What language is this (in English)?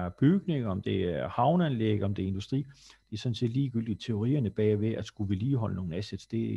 Danish